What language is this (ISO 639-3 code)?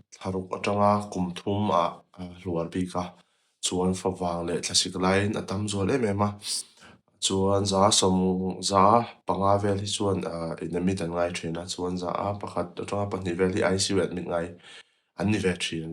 lus